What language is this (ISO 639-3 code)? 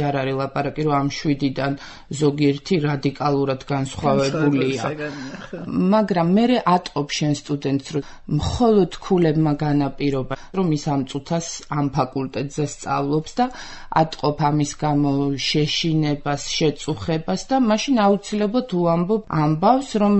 kat